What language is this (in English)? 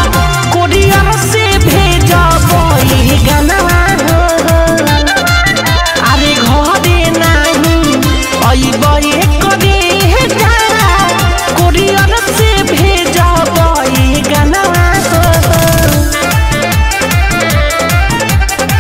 Bhojpuri